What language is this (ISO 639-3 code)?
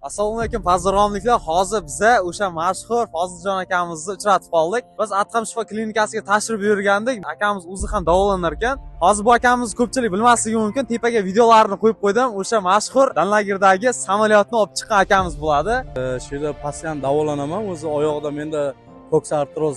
uzb